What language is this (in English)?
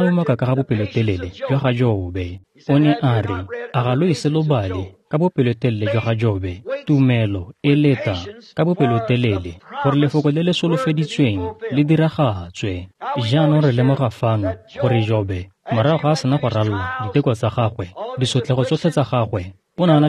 Tswana